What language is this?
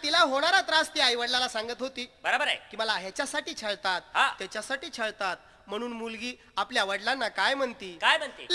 Marathi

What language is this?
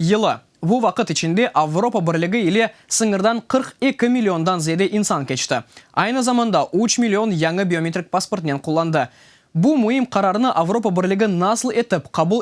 Crimean Tatar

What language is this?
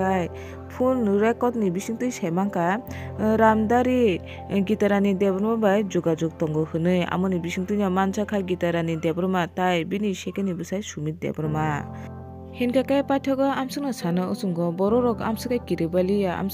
Kok Borok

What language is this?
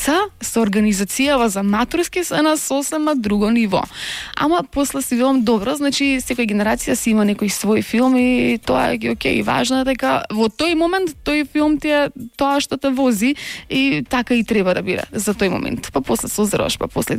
Macedonian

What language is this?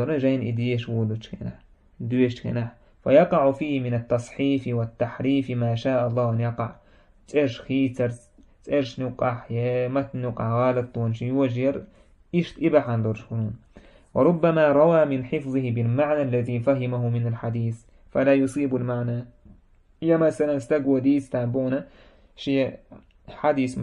Chechen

